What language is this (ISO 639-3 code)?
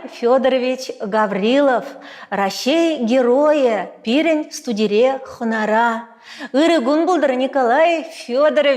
chv